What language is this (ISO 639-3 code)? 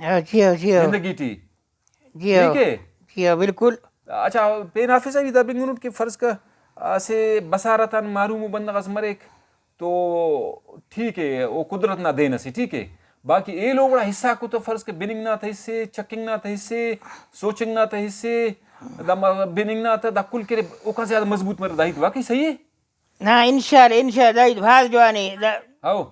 brh